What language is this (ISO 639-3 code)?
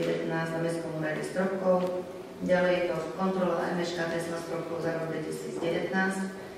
slk